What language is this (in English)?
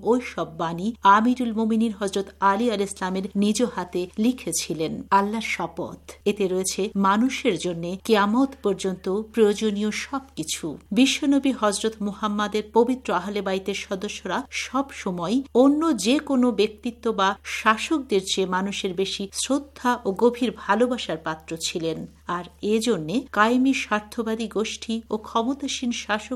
Bangla